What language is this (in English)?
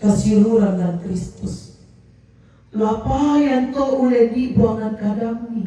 Toraja-Sa'dan